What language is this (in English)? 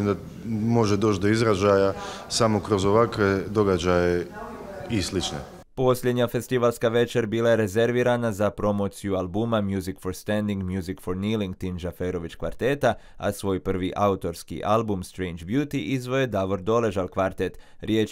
Croatian